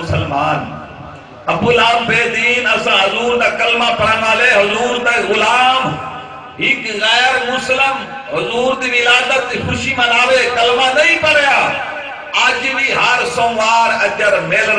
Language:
Saraiki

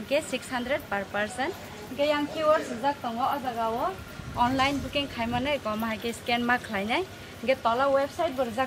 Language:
Kok Borok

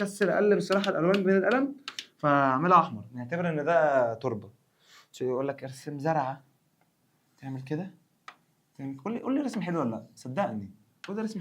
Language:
Egyptian Arabic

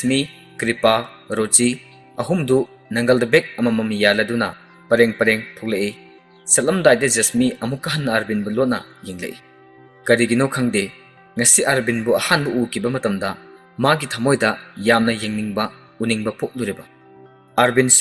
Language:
Manipuri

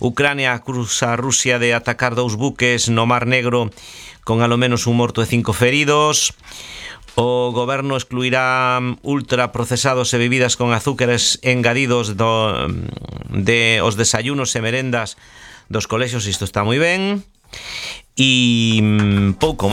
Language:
Galician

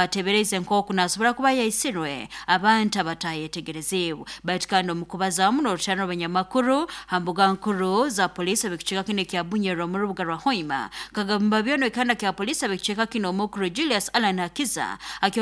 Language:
Nyoro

